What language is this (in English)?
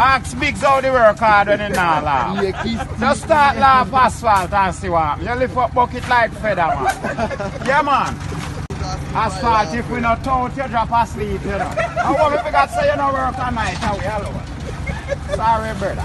Jamaican Creole English